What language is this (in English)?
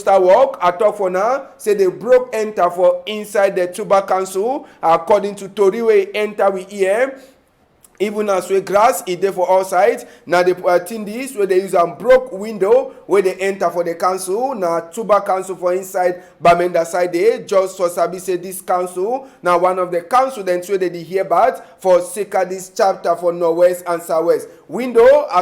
Cameroon Pidgin